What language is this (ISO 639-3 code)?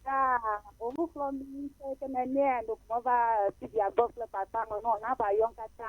ewe